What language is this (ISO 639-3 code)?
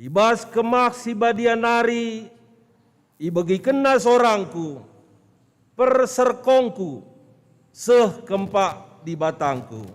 btx